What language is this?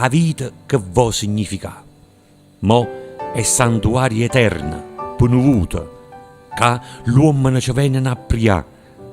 Neapolitan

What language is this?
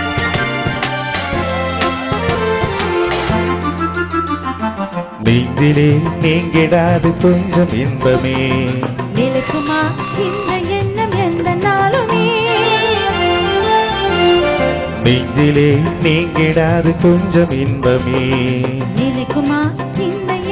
Tamil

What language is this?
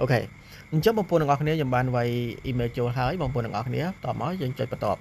Khmer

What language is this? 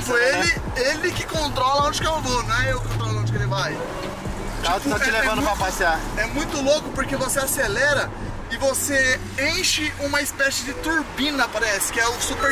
Portuguese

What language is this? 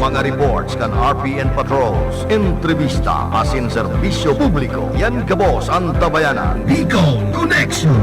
Bikol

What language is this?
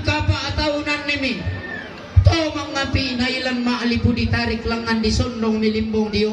Toraja-Sa'dan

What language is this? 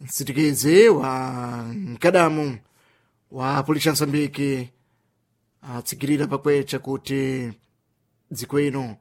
Sena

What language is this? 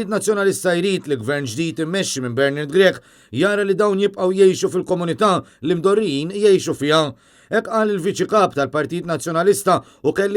Maltese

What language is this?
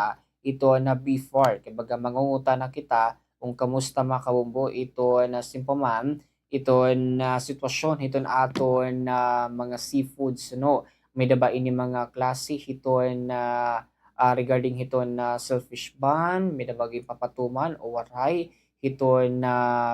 Waray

